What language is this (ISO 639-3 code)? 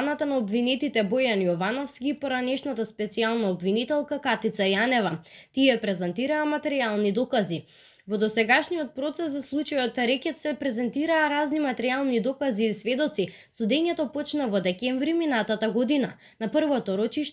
mkd